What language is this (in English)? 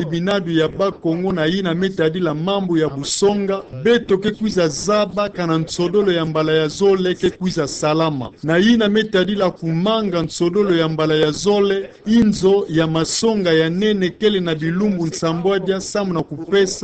Kituba (Democratic Republic of Congo)